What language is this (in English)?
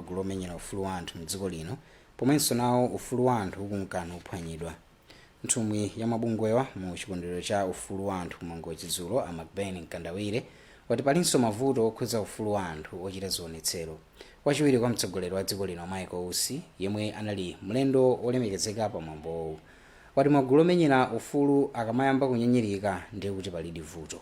Nyanja